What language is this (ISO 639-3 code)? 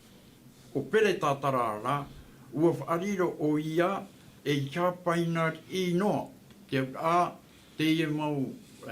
tah